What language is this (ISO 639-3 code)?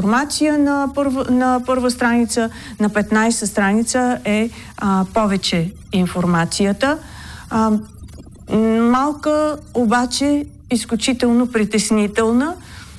bul